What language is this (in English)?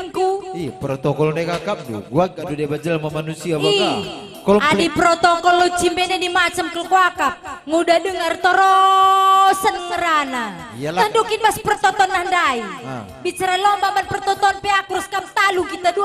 Batak Karo